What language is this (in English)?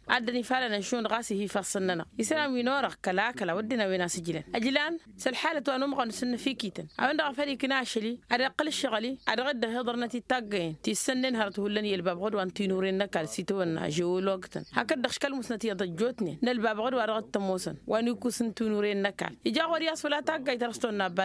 Tamasheq